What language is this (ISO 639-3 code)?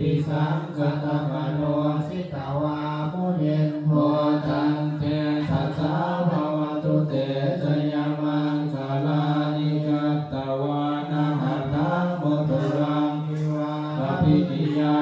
pli